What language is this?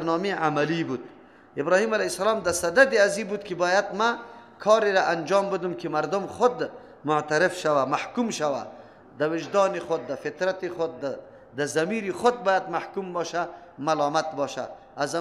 Persian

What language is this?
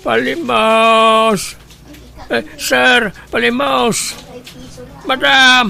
Iloko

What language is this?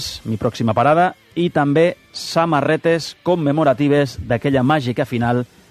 Catalan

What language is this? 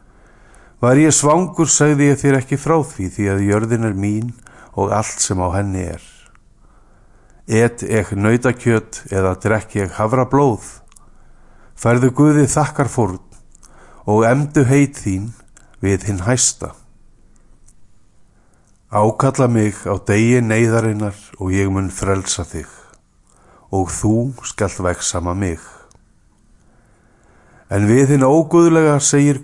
Icelandic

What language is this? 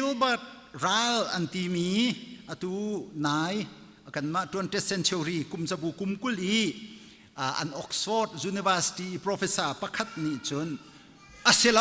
Hakha Chin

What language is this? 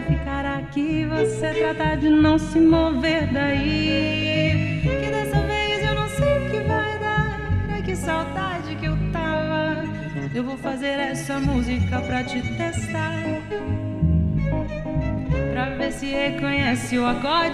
Portuguese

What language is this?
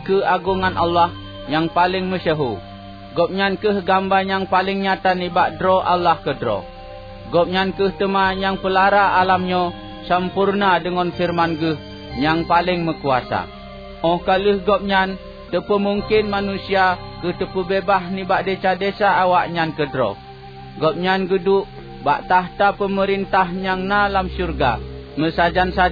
Achinese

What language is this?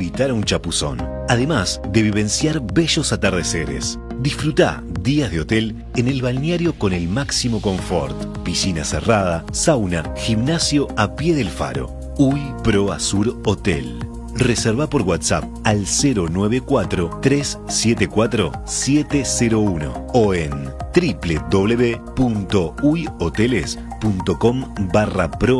Spanish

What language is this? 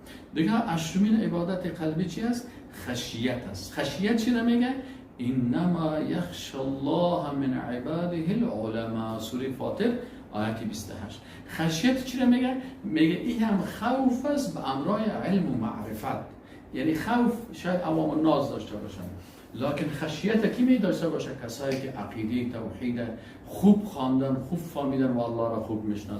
Persian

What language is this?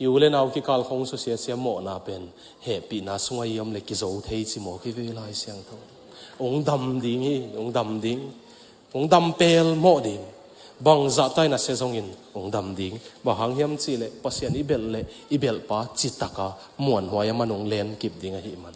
Tedim Chin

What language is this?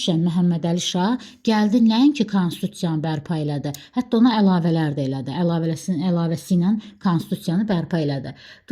Azerbaijani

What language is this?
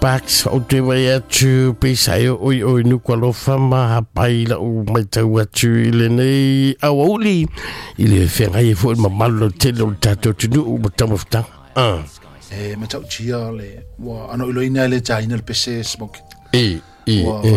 Samoan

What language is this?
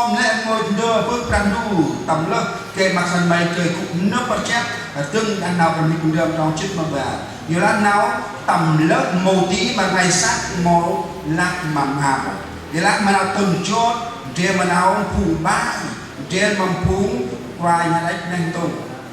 Central Mnong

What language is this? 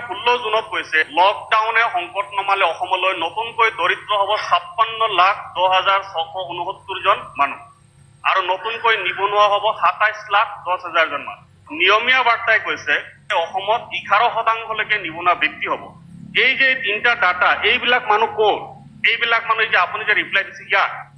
Assamese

